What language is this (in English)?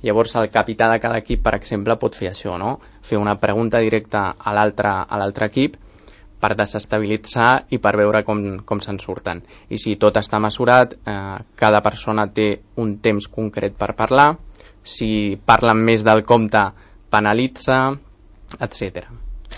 Catalan